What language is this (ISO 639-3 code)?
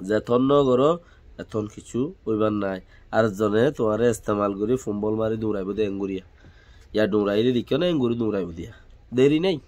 rhg